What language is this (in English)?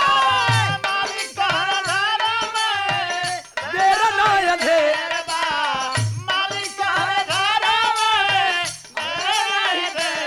Bhojpuri